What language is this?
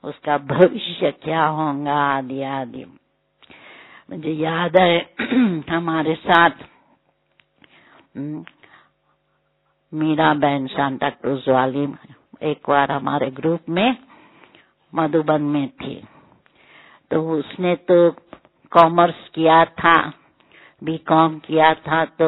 Hindi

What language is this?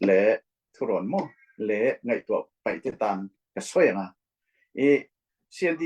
Falam Chin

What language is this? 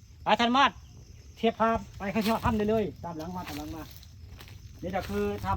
Northeastern Thai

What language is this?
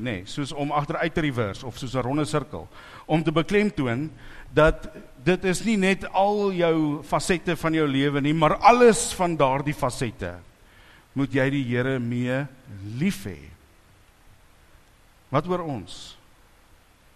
Afrikaans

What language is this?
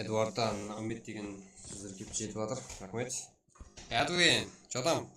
Kara-Kalpak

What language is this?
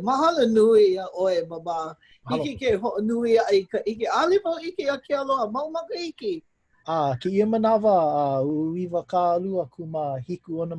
Hawaiian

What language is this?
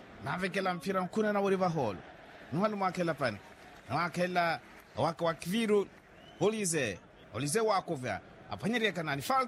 Makhuwa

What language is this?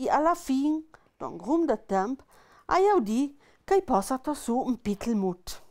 Ladin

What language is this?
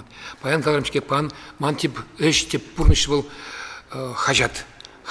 Chuvash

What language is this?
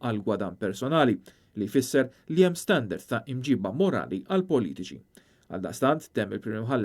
Maltese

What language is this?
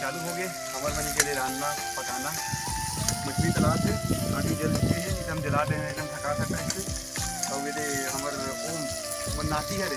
Chhattisgarhi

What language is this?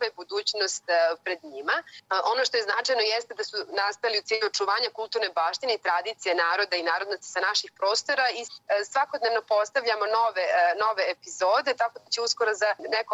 Bosnian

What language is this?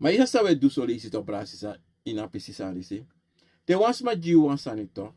Sranan Tongo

